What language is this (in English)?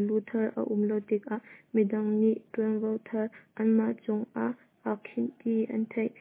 Hakha Chin